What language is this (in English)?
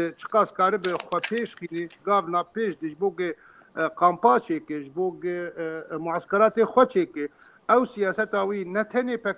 Kurdish